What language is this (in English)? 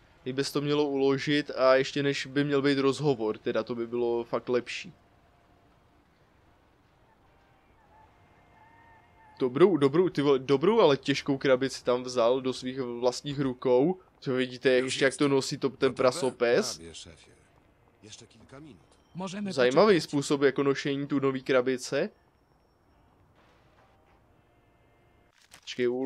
Czech